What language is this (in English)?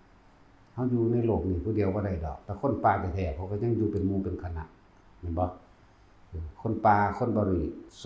Northeastern Thai